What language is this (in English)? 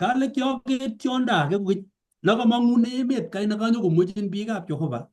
Kalenjin